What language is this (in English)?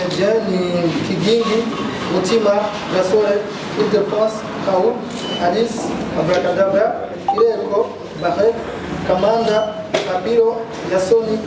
Rundi